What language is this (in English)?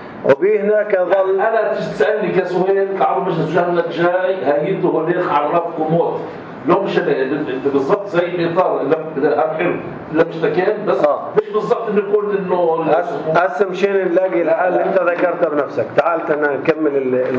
North Levantine Arabic